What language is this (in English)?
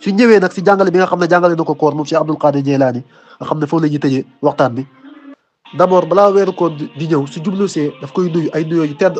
Wolof